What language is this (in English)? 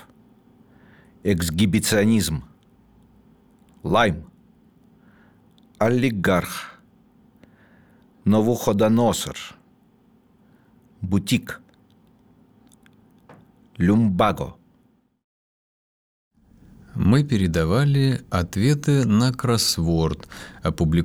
Russian